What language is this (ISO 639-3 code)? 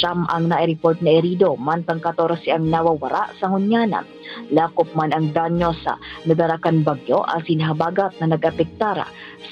bik